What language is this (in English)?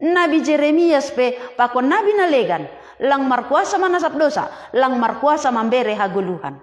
Batak Simalungun